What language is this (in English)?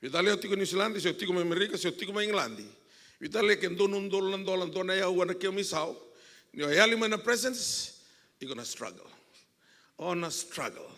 Fijian